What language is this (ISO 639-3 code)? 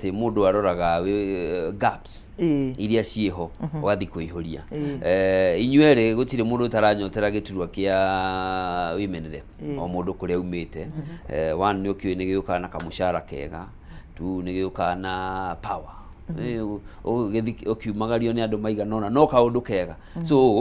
kik